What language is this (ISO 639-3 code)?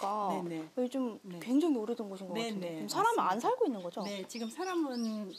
kor